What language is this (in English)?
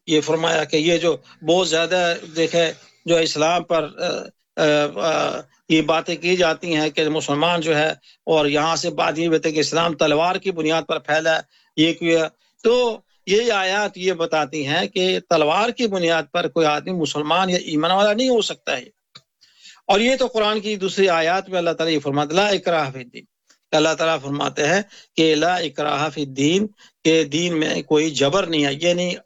Urdu